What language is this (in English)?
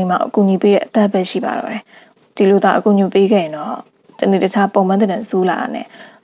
Burmese